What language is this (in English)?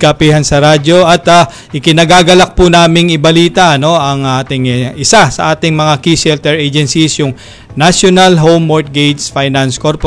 Filipino